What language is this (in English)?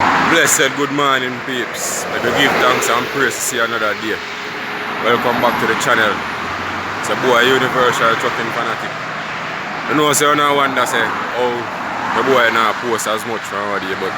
Jamaican Creole English